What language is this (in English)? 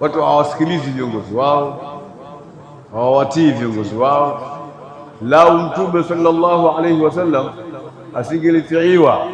Swahili